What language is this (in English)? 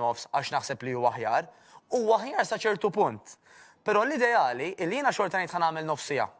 Maltese